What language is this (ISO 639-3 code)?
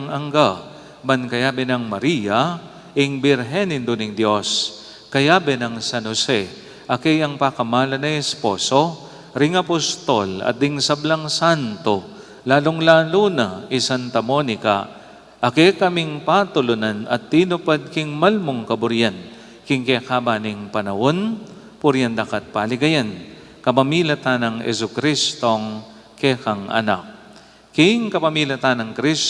pam